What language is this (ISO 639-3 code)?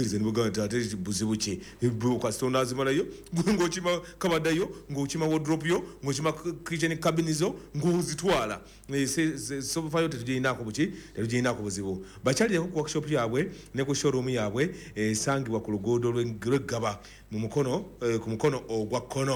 lug